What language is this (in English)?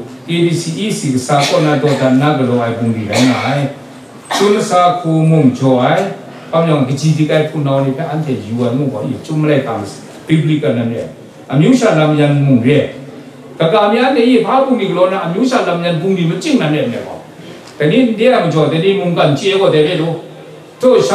Kachin